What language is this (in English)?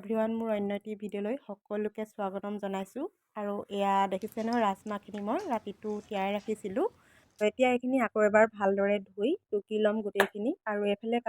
Assamese